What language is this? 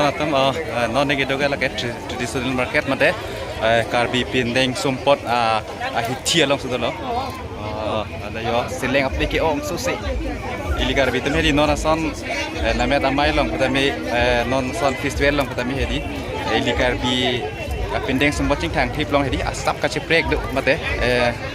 Karbi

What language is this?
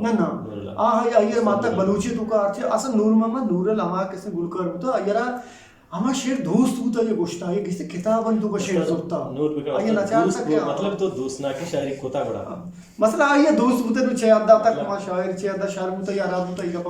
Eastern Balochi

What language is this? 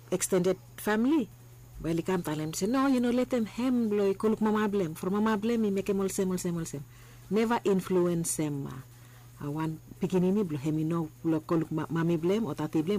Bislama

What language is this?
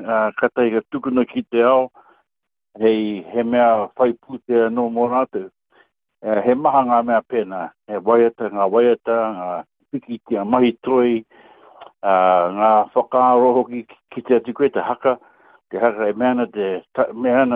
Māori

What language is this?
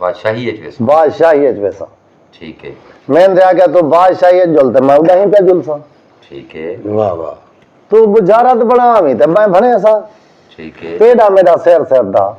Saraiki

